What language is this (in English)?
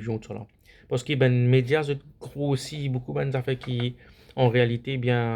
Morisyen